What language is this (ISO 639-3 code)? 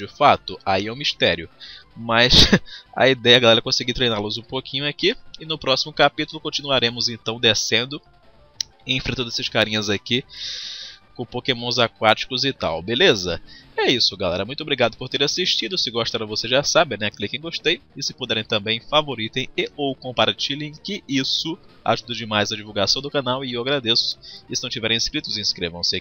por